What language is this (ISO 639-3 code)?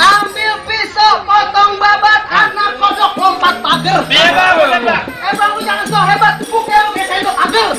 bew